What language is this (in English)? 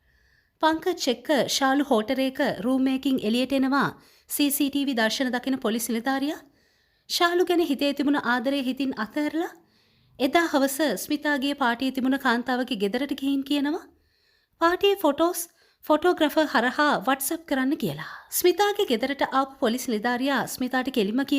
Sinhala